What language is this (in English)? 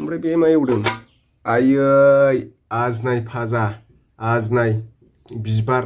Bodo